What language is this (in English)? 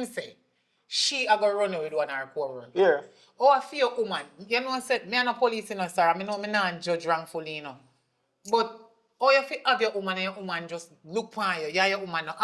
Jamaican Creole English